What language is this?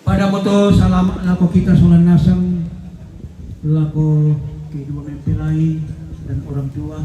Toraja-Sa'dan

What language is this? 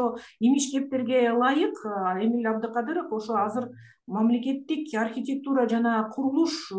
Kyrgyz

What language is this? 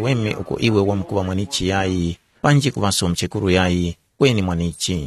Tumbuka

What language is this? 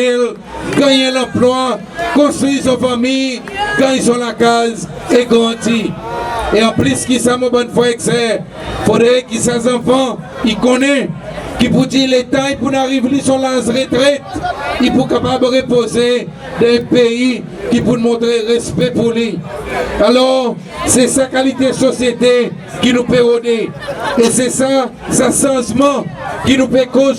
Seselwa Creole French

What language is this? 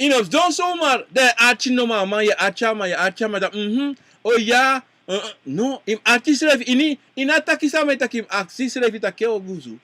Sranan Tongo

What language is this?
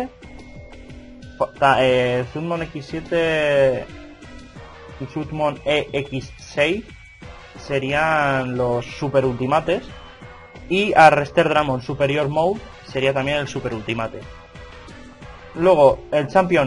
Spanish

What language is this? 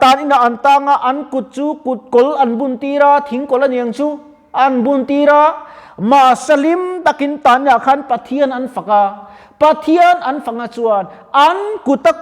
Mizo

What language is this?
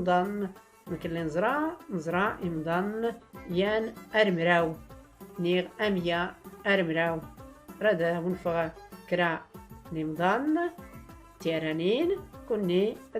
Tachelhit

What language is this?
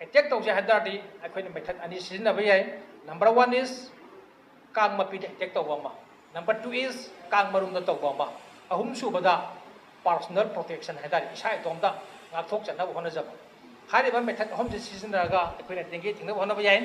Manipuri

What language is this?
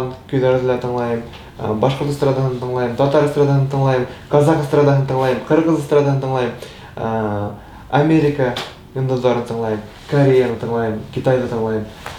Bashkir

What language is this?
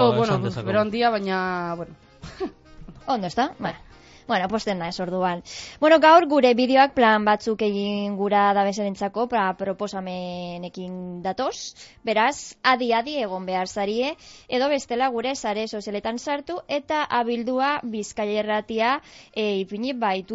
Basque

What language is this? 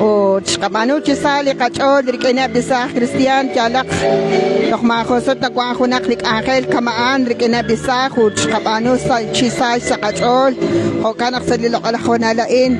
Kekchí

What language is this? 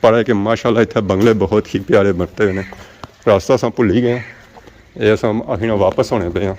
Pahari-Potwari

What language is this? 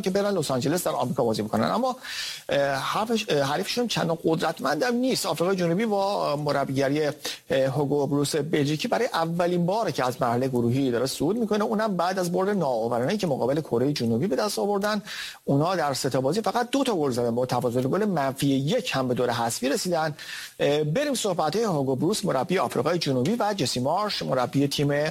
Persian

